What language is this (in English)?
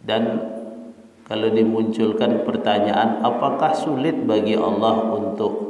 Minangkabau